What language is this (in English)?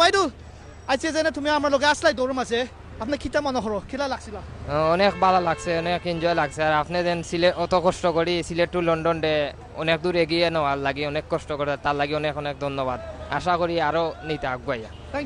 Sylheti